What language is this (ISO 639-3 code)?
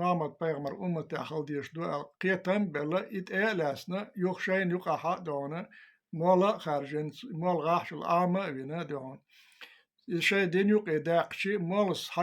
che